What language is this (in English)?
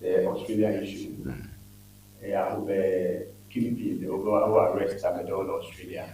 Ewe